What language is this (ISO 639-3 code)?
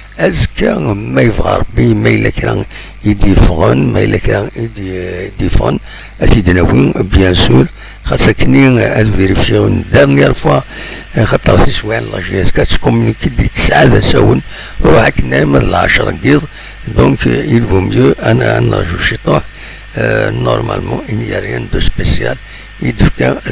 kab